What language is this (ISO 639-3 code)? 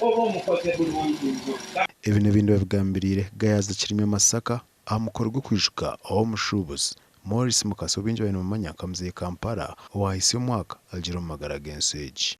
nyn